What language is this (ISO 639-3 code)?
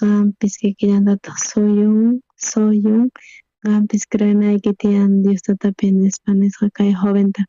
quh